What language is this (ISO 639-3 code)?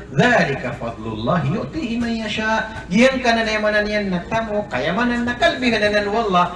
mrw